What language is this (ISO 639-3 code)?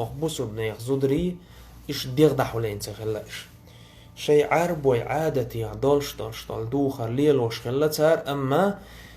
che